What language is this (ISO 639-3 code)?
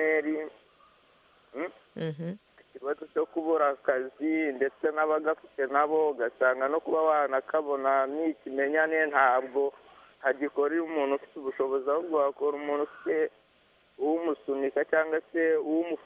kin